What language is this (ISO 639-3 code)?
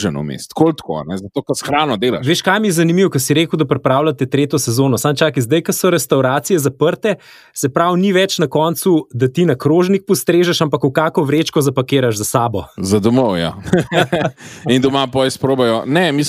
slv